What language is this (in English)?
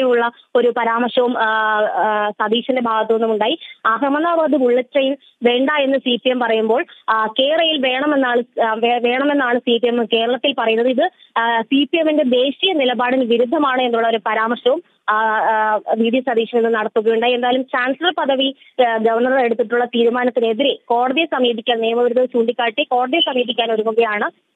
Malayalam